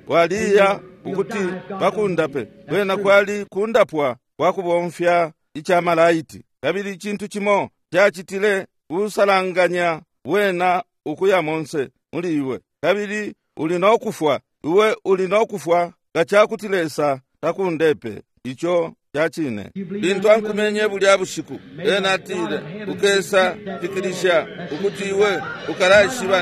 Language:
Bemba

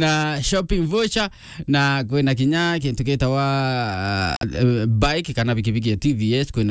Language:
Meru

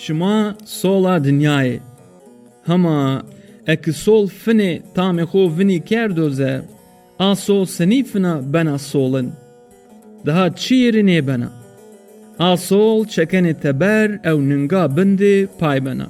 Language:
Zaza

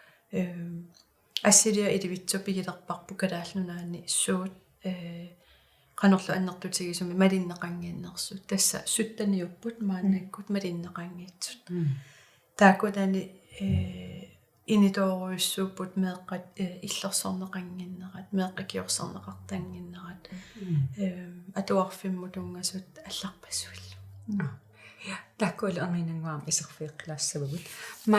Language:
Kalaallisut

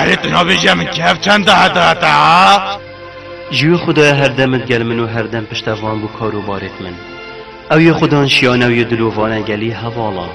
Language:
Kurdish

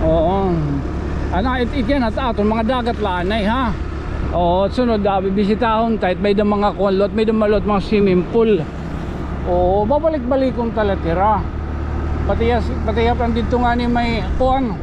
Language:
Waray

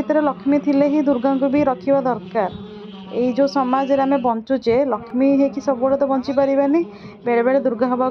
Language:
Odia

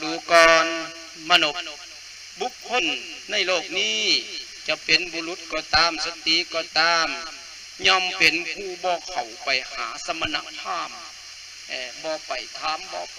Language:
Lao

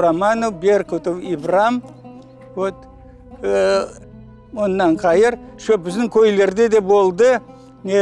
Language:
Crimean Tatar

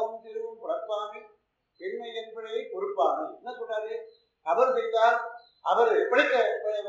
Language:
Tamil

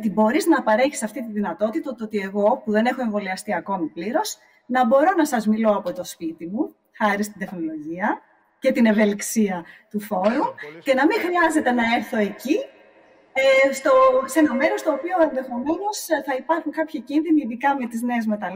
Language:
Greek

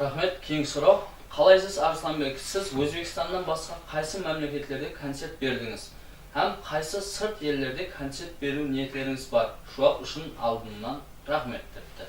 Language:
Kara-Kalpak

